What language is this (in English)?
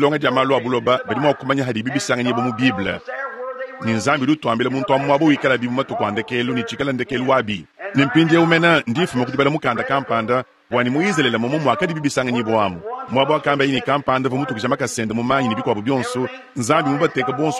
Luba-Lulua